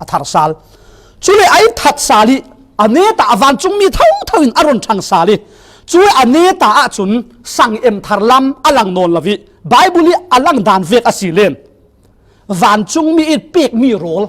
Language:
Falam Chin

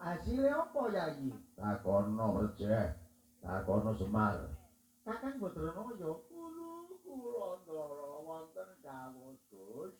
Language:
Javanese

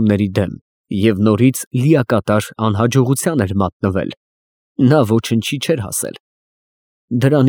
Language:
Armenian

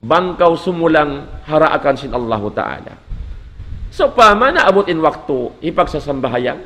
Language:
Tausug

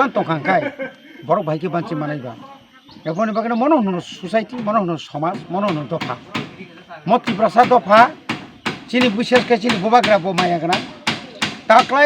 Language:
Kok Borok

